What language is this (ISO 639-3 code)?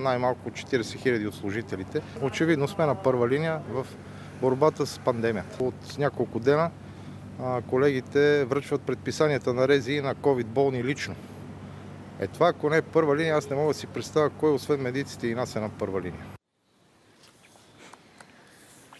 bul